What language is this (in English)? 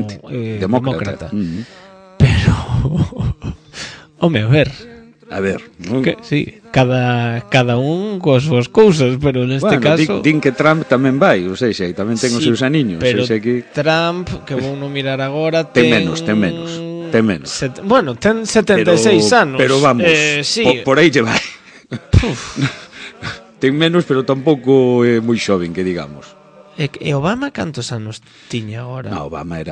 Galician